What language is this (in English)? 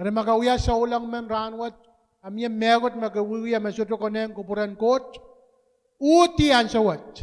Pohnpeian